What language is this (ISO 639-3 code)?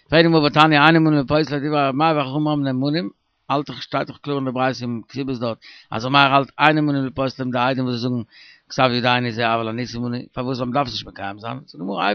yid